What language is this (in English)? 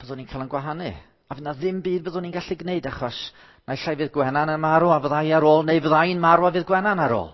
Welsh